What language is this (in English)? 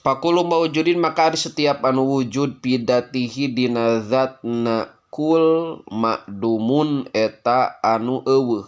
Sundanese